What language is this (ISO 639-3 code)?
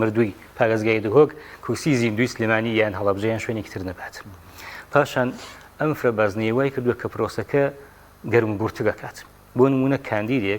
ckb